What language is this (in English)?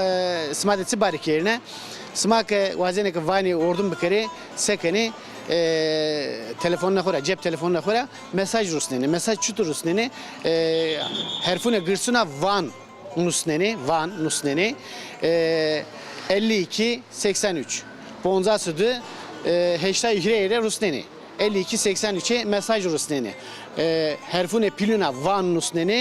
Zaza